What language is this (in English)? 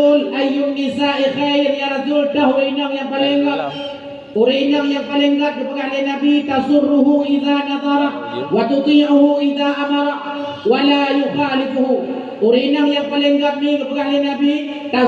Achinese